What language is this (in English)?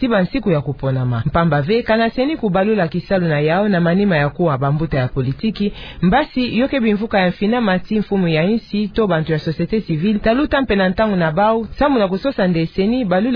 Kituba (Democratic Republic of Congo)